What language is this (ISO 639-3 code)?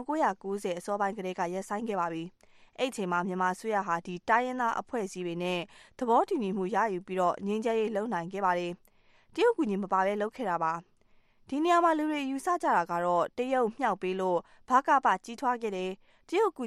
mya